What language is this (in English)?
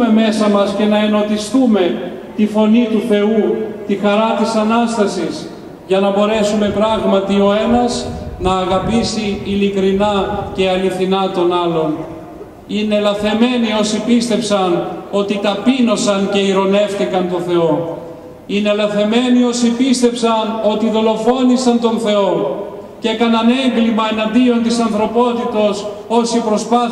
Greek